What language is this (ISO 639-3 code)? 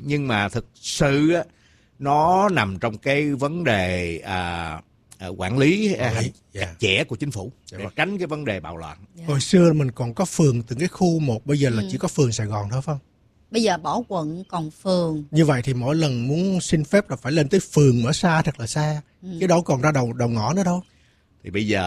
vie